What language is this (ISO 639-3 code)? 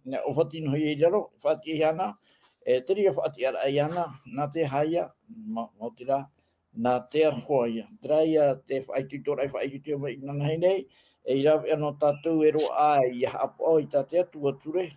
tah